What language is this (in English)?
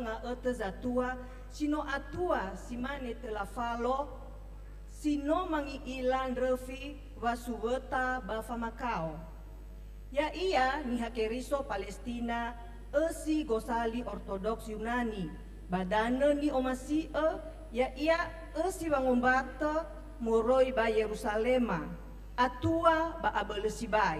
Nias